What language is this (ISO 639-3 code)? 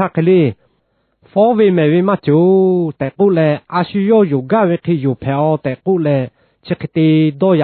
lhu